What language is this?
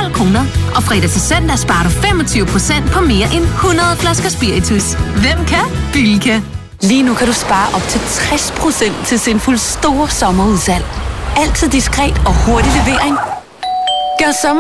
Danish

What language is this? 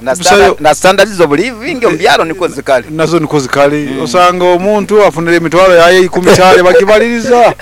Nyoro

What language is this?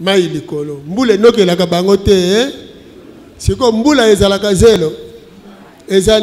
Lingala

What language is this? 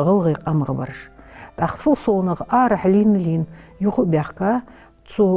Ingush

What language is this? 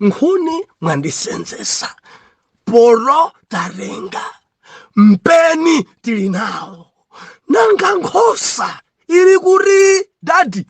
Nyanja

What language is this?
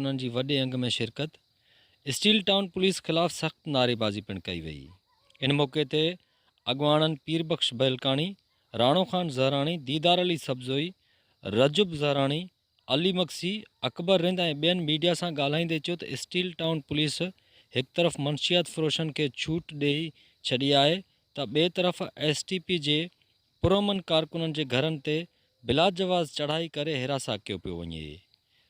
Sindhi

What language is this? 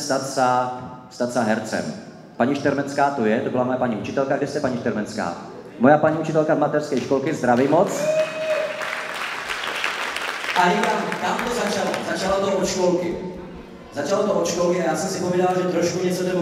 Czech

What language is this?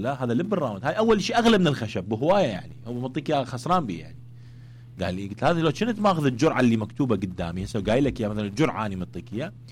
Mesopotamian Arabic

